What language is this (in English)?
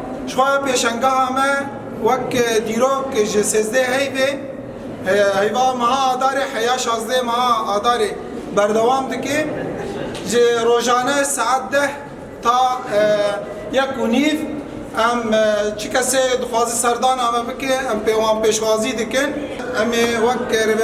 Kurdish